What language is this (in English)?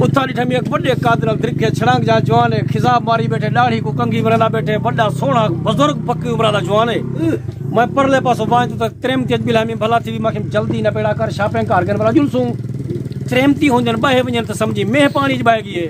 Saraiki